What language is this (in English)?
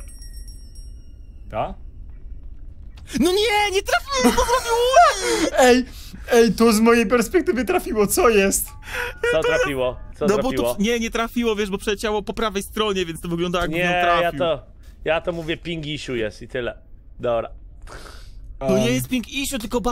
Polish